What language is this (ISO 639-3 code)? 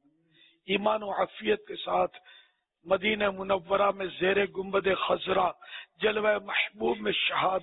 urd